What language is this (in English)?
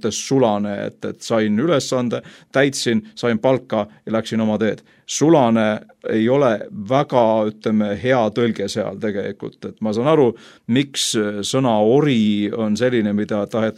Estonian